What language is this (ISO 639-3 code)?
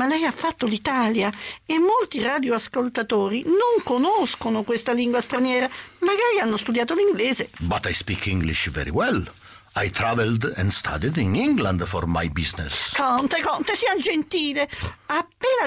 ita